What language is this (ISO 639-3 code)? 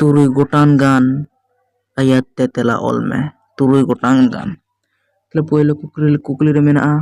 sat